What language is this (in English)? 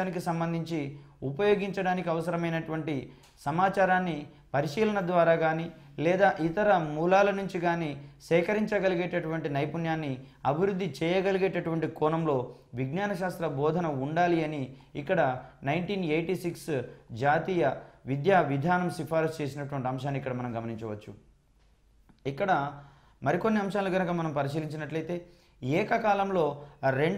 Telugu